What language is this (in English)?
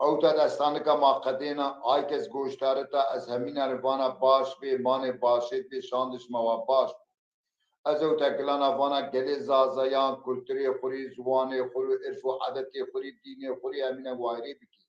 Zaza